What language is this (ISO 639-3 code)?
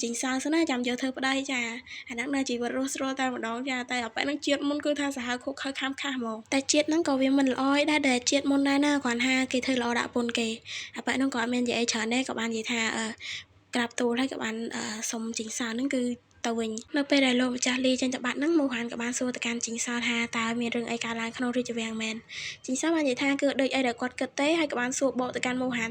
khm